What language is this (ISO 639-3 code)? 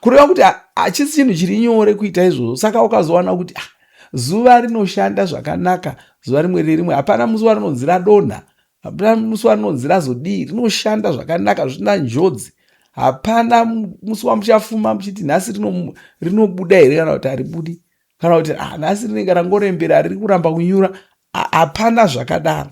sna